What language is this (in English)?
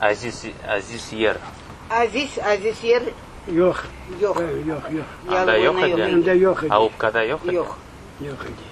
Crimean Tatar